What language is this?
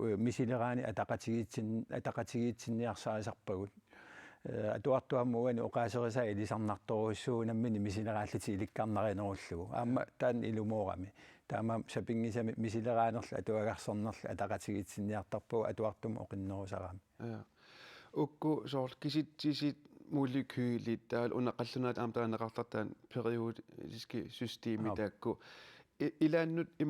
Kalaallisut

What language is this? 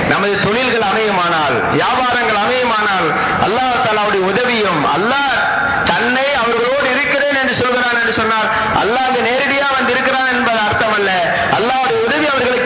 Tamil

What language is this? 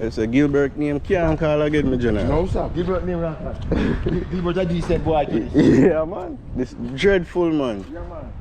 Jamaican Creole English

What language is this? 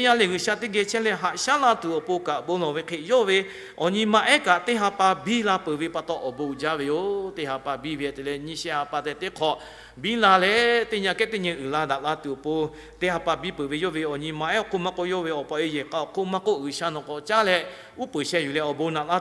Lahu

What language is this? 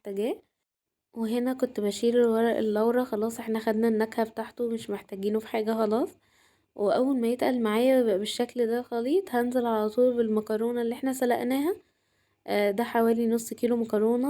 Egyptian Arabic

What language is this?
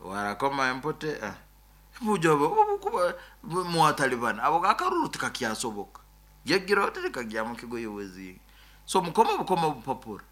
Nyoro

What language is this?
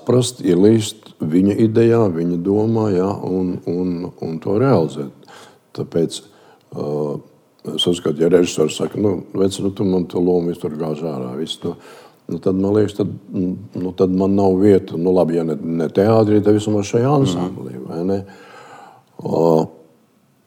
Latvian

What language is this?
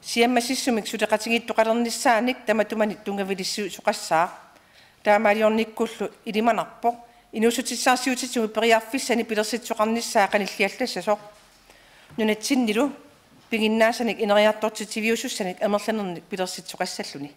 Kalaallisut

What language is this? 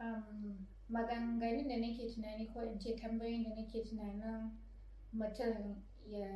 Hausa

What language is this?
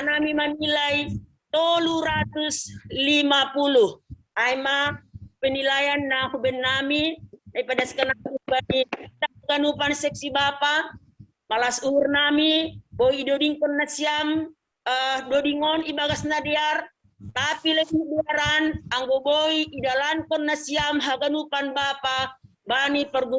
Batak Simalungun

